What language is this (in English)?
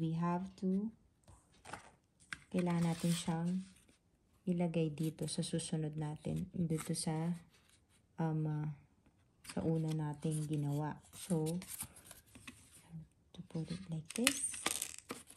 Filipino